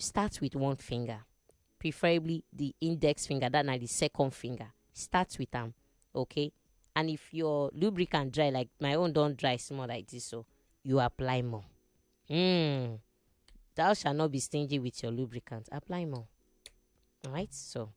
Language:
Nigerian Pidgin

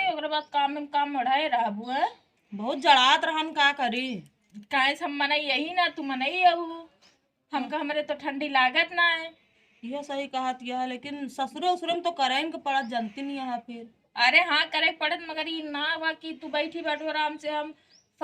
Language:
Awadhi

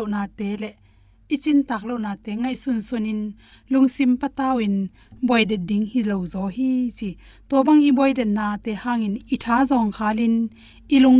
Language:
Tedim Chin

